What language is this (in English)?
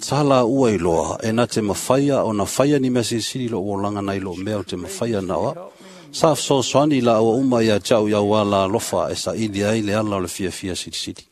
Samoan